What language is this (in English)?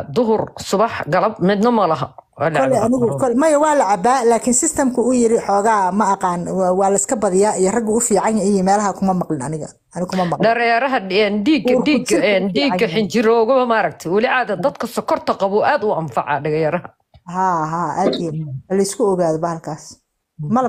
Somali